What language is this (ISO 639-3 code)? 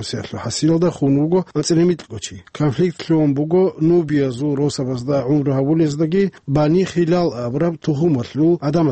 ava